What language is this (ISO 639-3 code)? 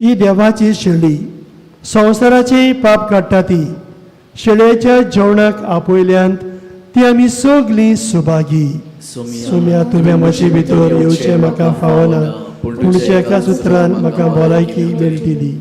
kok